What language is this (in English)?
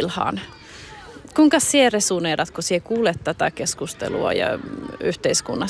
Finnish